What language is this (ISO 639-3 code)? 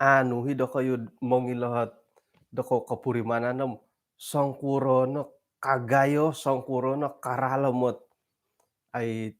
dtp